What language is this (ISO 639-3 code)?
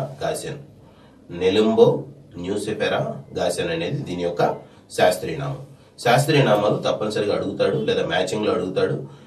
tel